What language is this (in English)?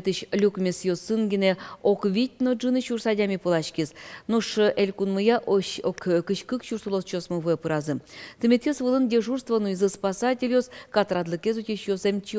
Udmurt